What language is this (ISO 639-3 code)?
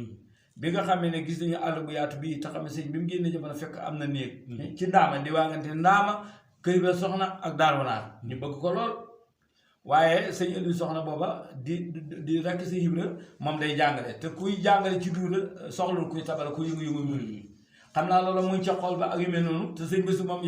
wol